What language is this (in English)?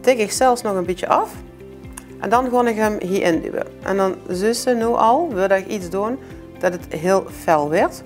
Limburgish